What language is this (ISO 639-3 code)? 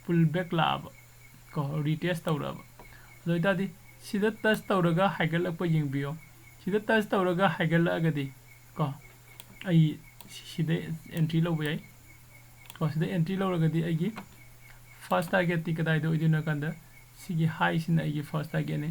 mni